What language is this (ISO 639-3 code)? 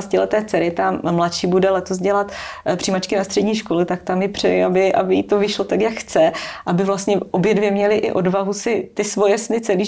ces